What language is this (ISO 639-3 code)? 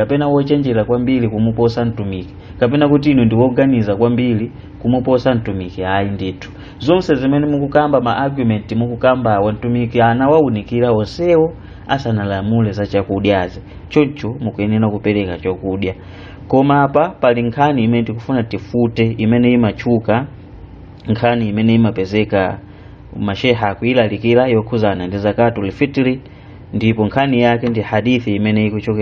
nya